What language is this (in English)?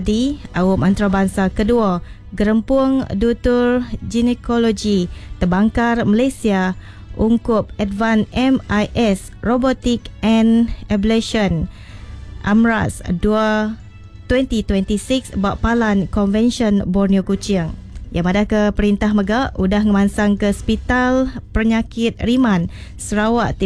Iban